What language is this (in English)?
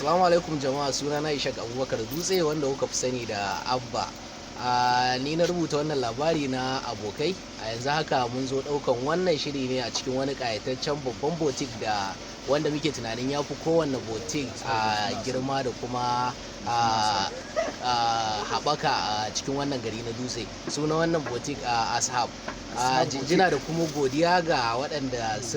Hausa